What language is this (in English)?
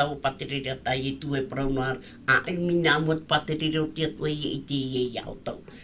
Tahitian